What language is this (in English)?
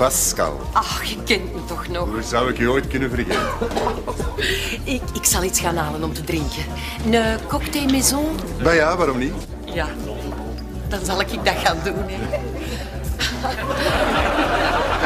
Dutch